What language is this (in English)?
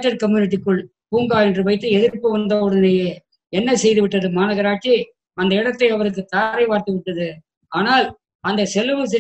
Tamil